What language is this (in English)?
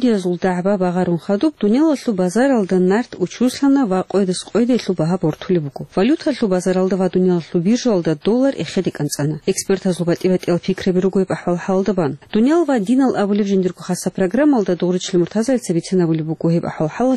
Avaric